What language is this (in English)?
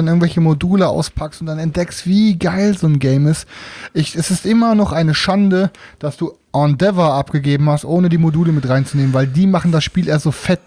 German